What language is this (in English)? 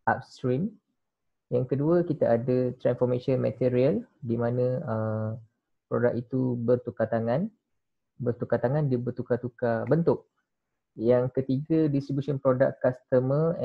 Malay